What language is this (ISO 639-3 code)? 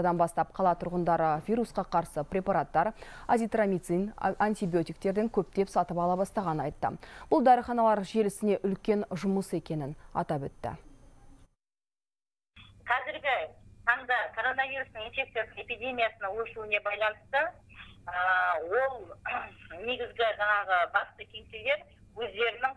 kaz